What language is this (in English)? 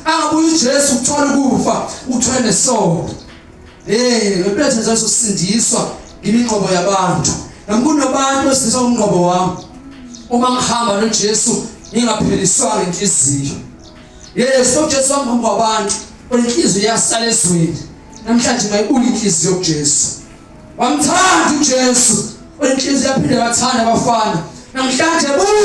Zulu